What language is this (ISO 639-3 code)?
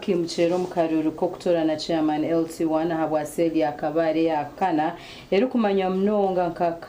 nyn